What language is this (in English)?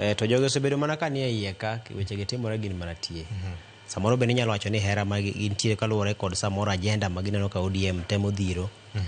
Luo (Kenya and Tanzania)